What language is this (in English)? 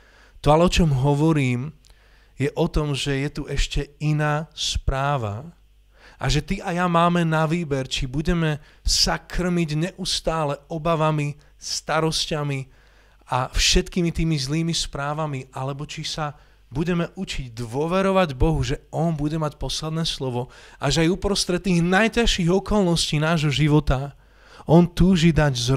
Slovak